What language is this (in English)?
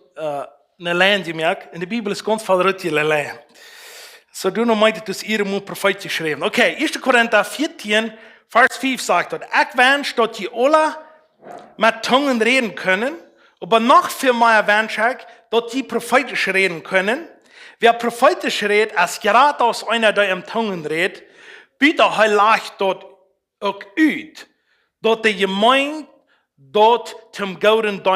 Plautdietsch